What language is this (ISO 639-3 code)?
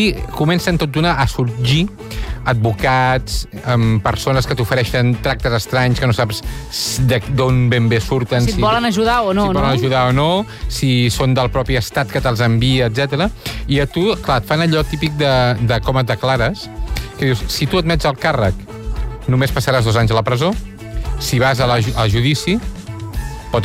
cat